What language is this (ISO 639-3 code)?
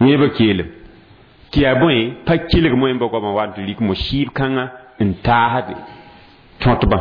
mos